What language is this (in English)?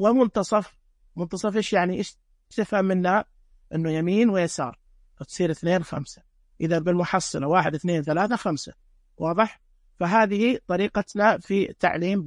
Najdi Arabic